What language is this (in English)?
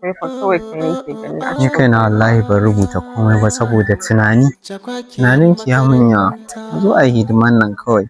Hausa